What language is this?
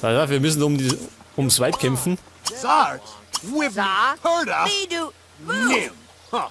Bavarian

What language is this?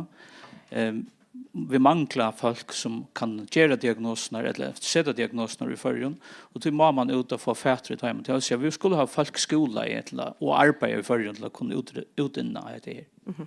Faroese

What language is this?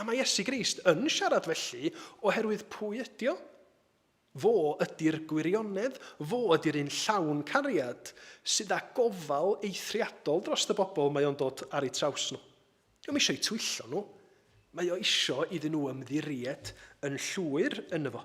Welsh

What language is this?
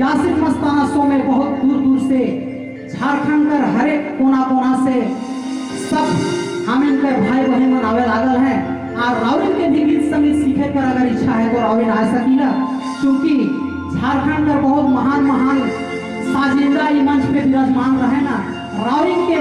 Sadri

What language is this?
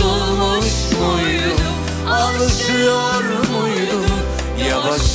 Turkish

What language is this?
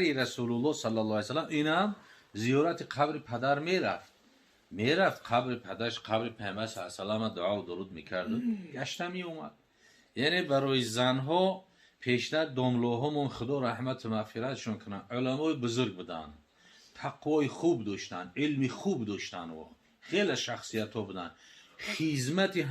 Tajik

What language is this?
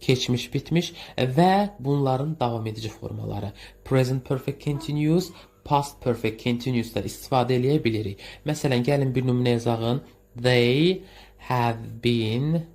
Azerbaijani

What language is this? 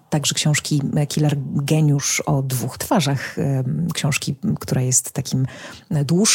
Polish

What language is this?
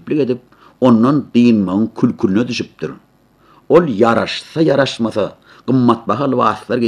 Turkmen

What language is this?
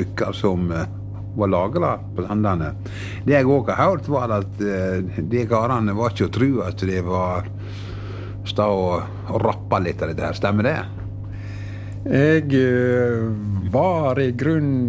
Norwegian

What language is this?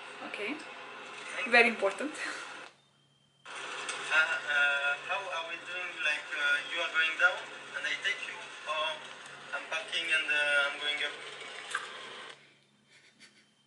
Greek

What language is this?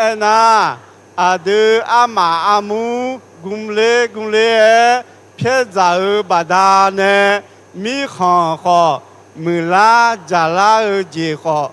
Akha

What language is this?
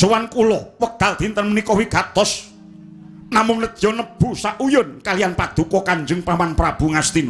Javanese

